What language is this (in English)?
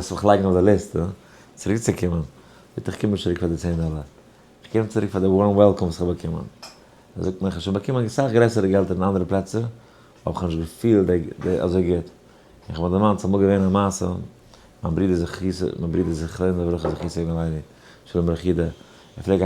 Yiddish